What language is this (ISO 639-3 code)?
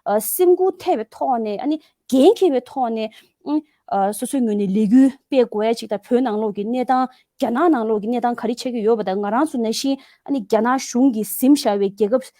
bod